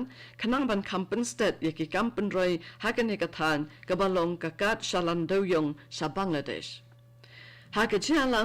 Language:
Khasi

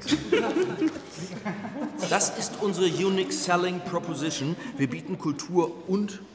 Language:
German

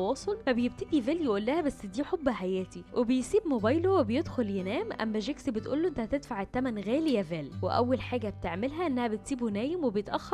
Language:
Egyptian Arabic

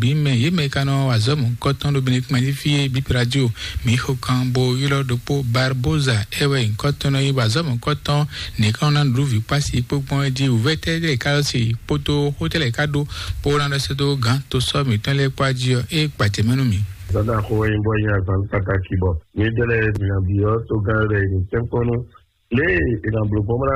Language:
Fon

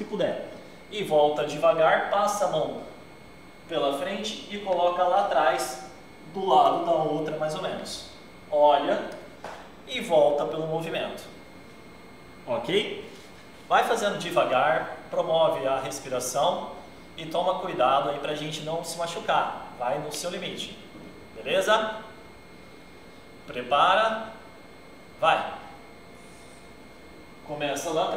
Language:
Portuguese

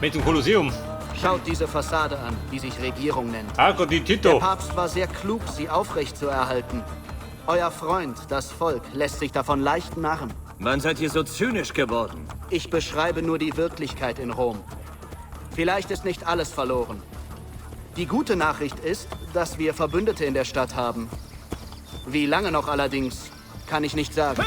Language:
Bavarian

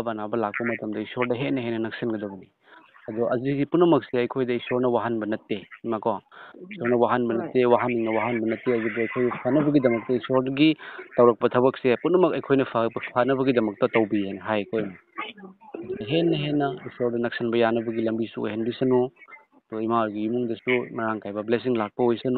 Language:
Manipuri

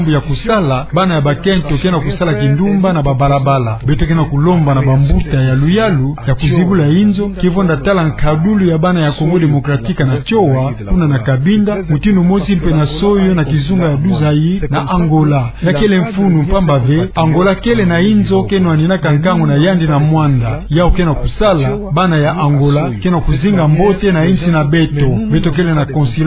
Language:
Kituba (Democratic Republic of Congo)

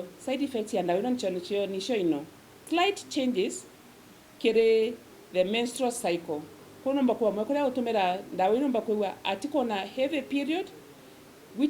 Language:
Meru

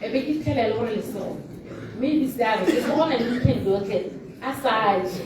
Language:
Tswana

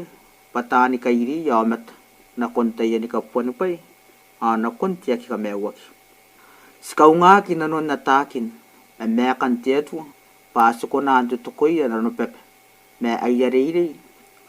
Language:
Gilbertese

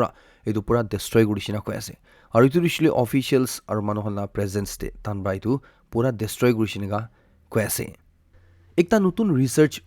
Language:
Naga Pidgin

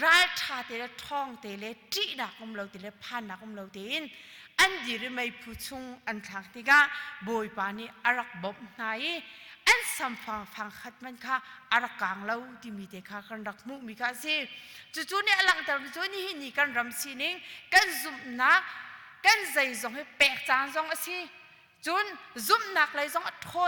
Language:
Hakha Chin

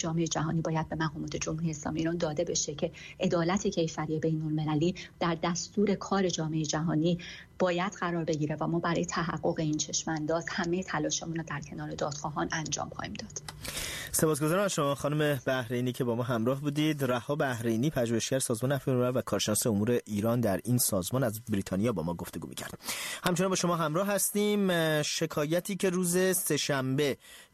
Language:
Persian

